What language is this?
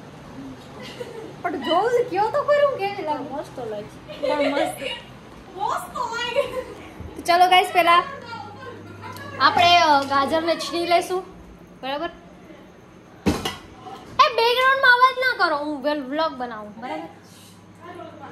Gujarati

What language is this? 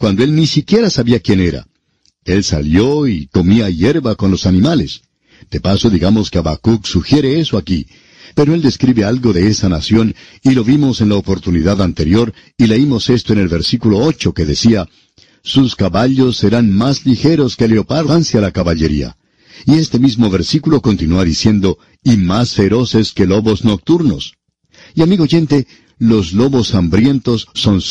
Spanish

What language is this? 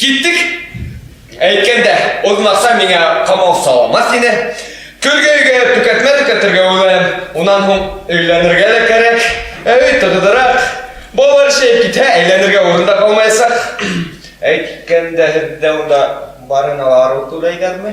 Bashkir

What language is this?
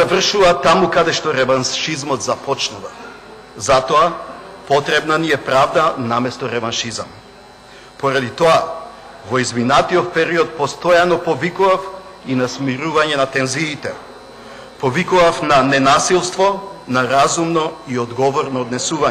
Macedonian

